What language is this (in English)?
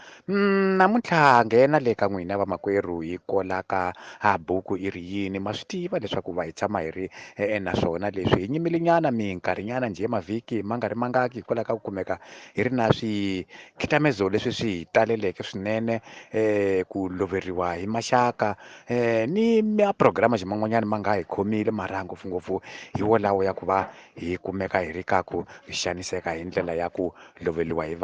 Tsonga